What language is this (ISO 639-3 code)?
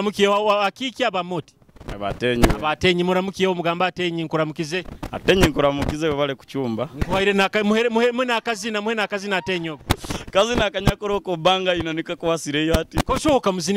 nyo